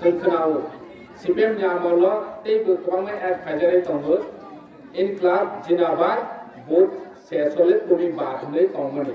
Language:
Kok Borok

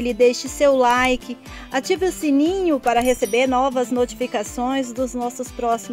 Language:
Portuguese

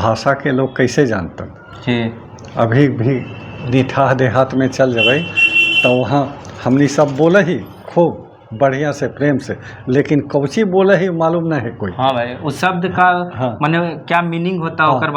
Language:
Magahi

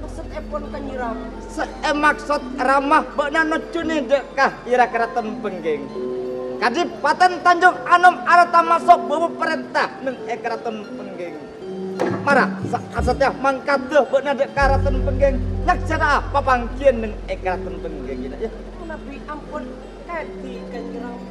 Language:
Madurese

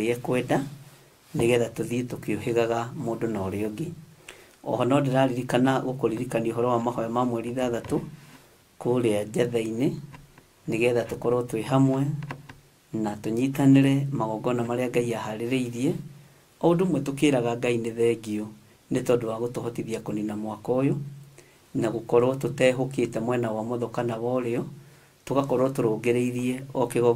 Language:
Kikuyu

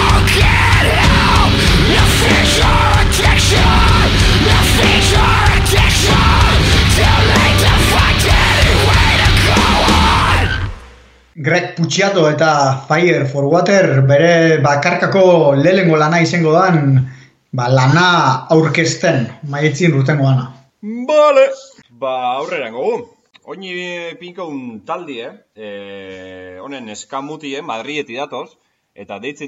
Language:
Basque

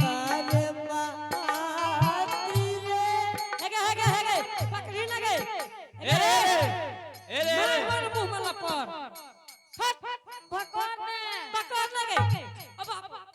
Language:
Angika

